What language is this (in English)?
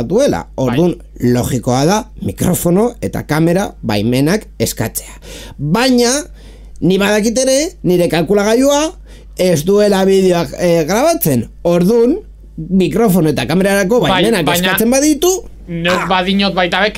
Basque